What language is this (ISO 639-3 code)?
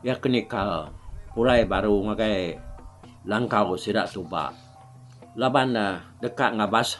iba